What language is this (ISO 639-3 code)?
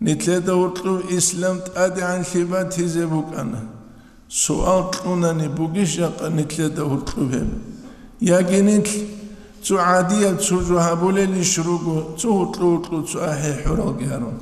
ava